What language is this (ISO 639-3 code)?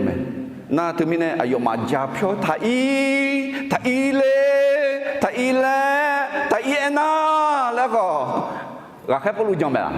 ahk